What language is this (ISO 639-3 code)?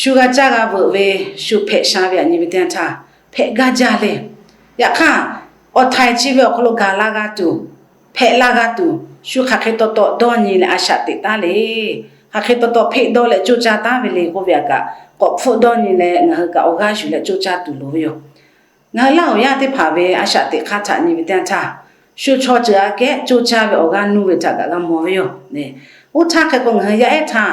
lhu